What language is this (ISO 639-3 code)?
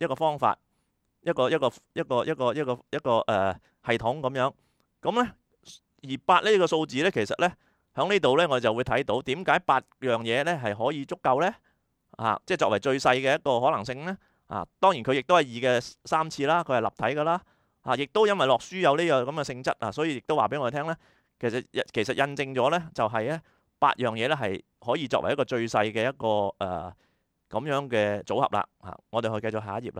yue